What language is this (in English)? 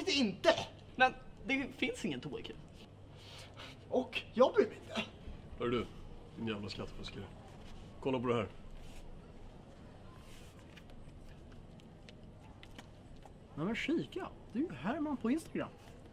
Swedish